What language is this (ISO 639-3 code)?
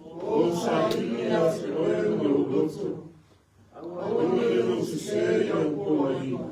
smo